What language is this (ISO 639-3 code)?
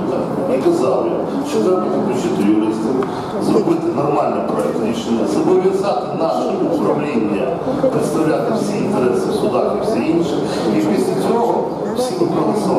ukr